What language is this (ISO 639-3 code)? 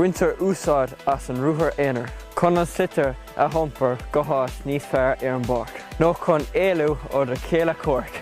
gle